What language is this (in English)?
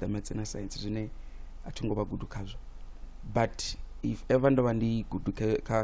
Venda